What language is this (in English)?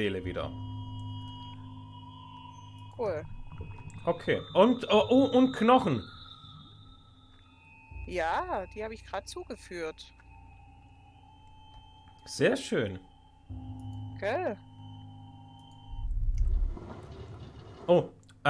German